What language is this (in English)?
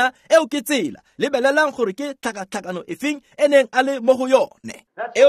Tswana